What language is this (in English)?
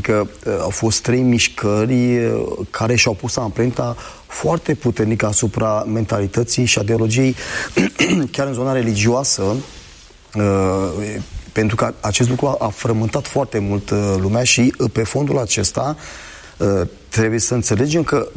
Romanian